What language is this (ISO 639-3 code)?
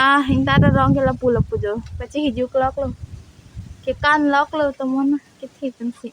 mjw